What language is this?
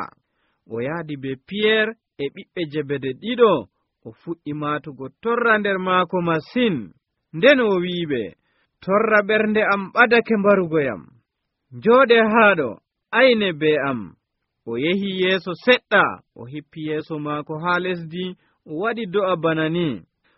Nigerian Fulfulde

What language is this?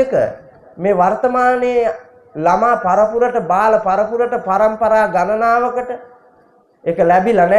Sinhala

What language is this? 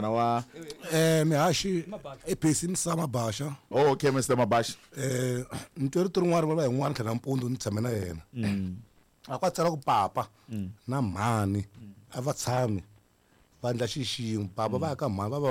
Tsonga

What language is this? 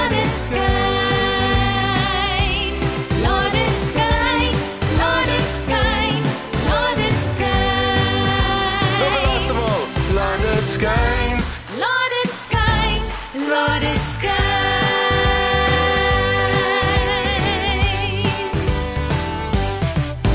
Afrikaans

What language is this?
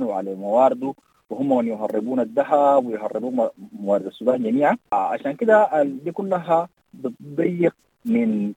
Sudanese Arabic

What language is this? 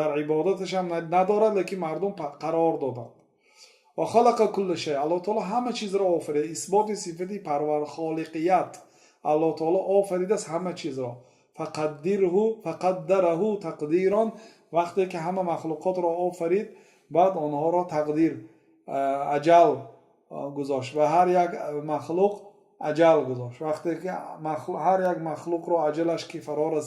Tajik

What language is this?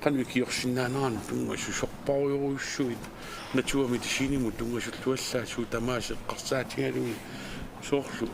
Kalaallisut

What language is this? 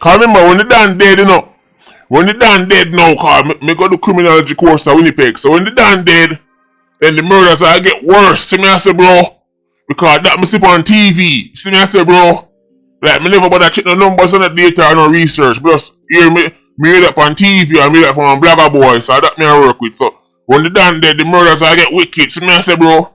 Jamaican Creole English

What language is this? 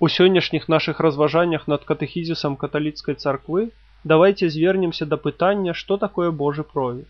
Belarusian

